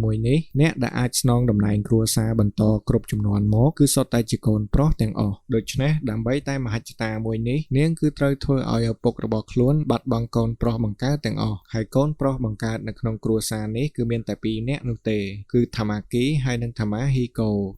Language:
Khmer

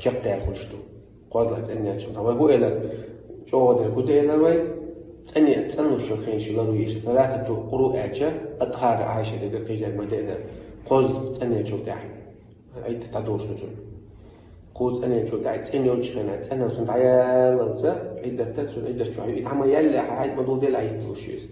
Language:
Chechen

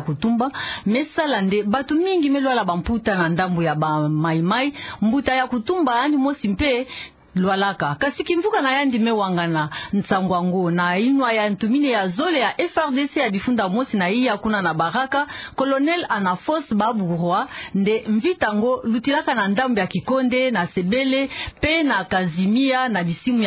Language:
Kituba (Democratic Republic of Congo)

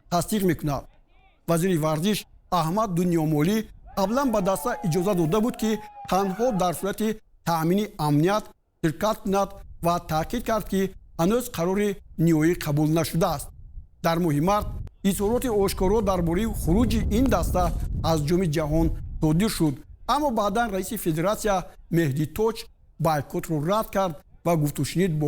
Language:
Tajik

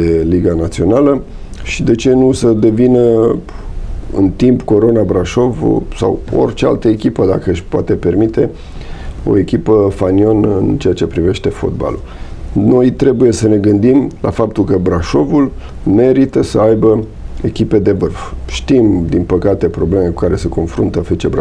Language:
Romanian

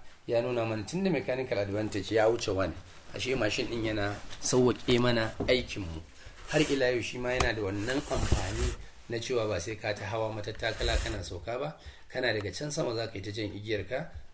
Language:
Hausa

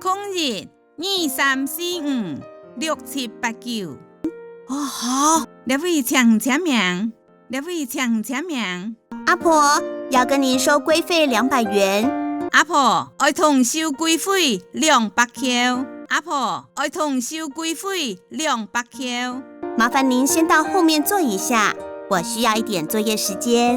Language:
Hakka Chinese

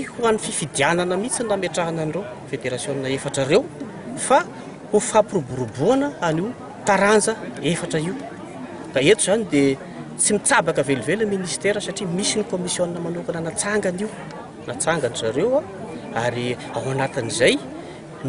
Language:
Malagasy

